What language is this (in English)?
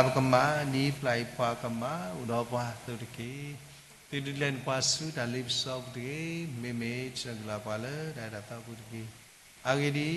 S'gaw Karen